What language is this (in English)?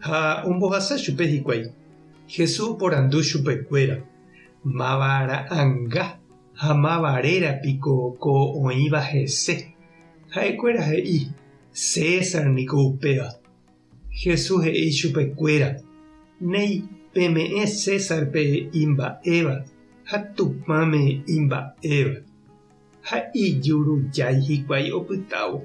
Guarani